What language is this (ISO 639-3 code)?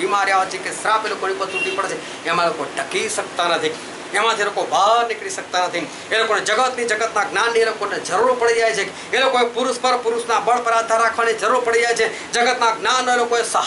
guj